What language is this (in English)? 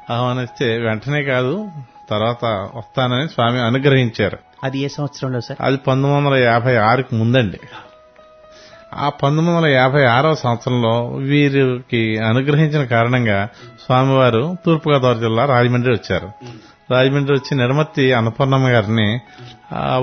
Telugu